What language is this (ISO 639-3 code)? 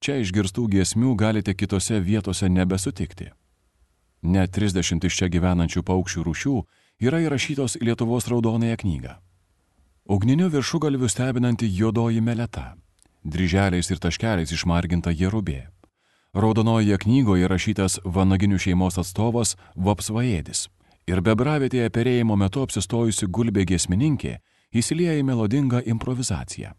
lit